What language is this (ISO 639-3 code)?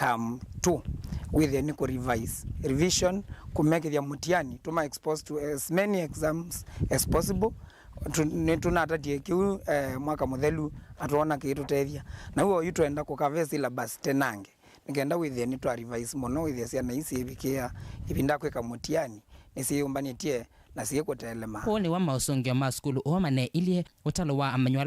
kam